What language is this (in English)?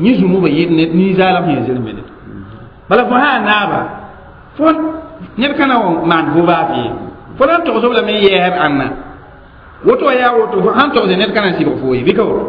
Mossi